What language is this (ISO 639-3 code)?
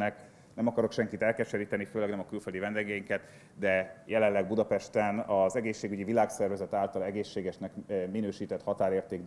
hun